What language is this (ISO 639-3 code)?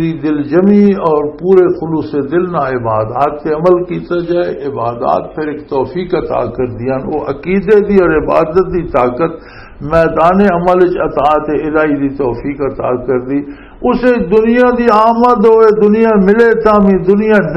lah